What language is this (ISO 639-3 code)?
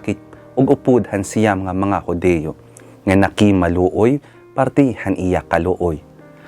war